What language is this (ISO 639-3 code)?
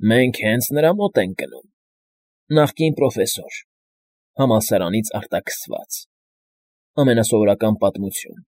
hye